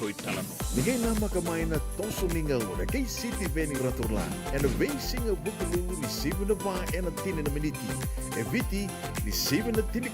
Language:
Fijian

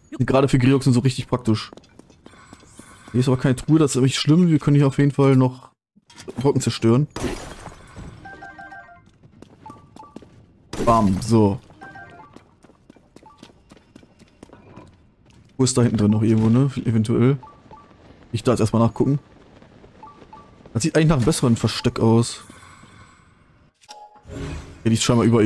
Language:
German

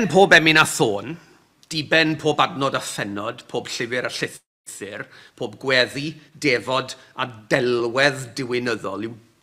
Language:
Welsh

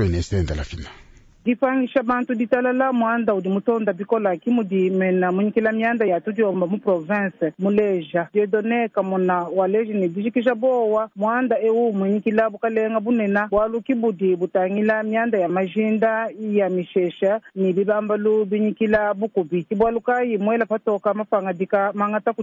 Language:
Luba-Lulua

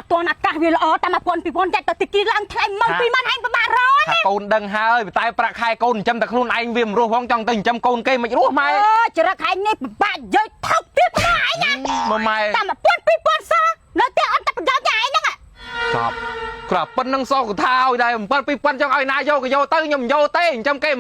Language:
Khmer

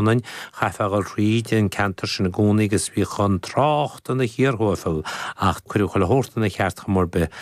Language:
Irish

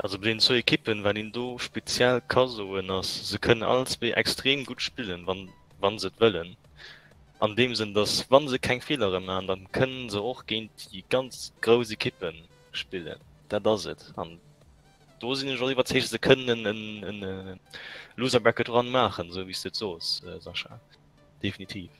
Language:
Luxembourgish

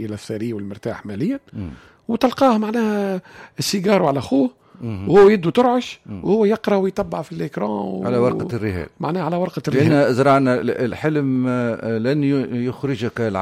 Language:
Tunisian Arabic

